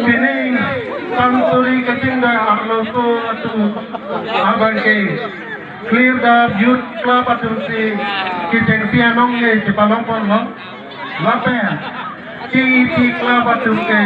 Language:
Karbi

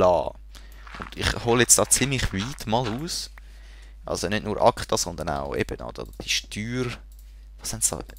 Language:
Swiss German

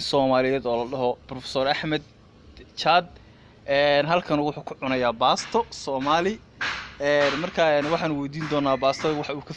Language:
Somali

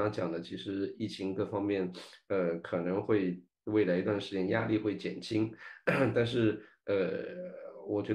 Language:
Chinese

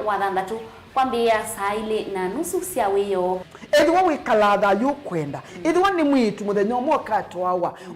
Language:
Kamba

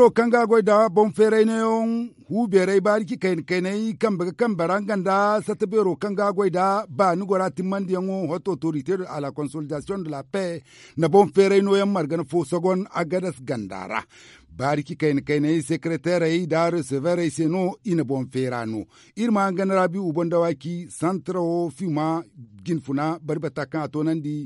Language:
Zarma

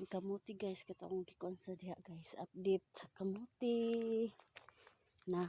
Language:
Cebuano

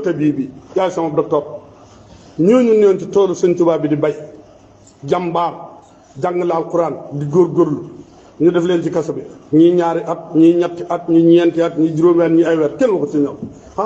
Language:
Wolof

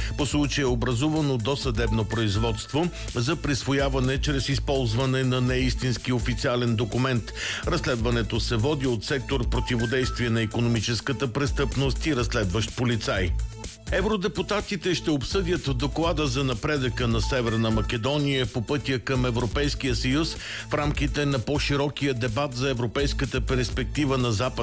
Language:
Bulgarian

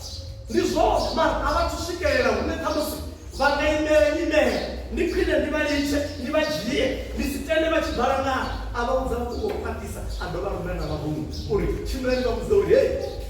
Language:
Venda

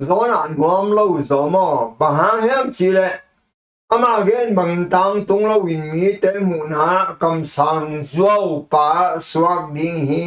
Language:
Tedim Chin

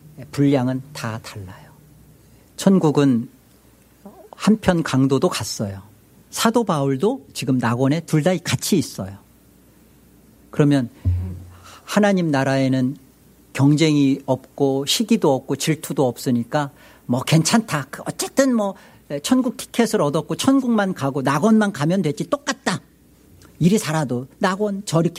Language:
Korean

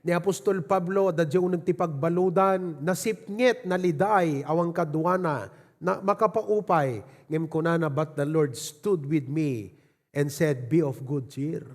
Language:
Iloko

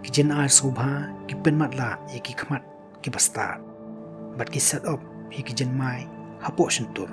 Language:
Khasi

